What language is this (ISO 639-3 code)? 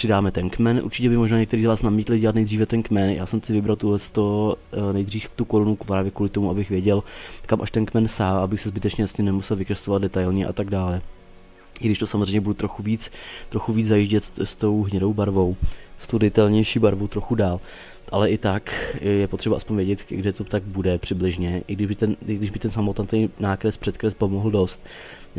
ces